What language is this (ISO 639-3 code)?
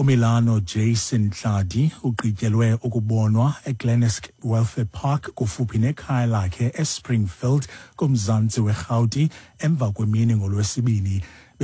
xho